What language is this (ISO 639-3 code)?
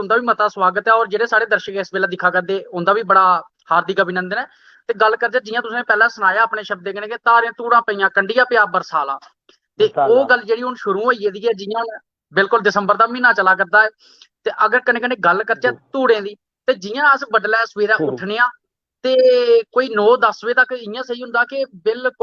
doi